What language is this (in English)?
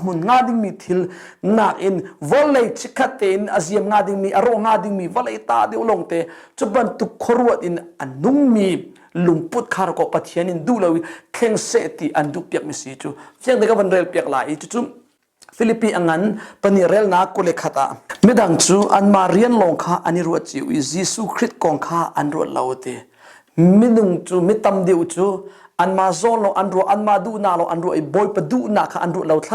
Hakha Chin